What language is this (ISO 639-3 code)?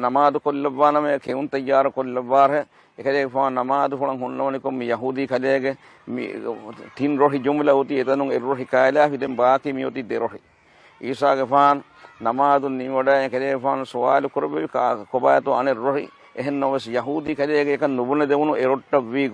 div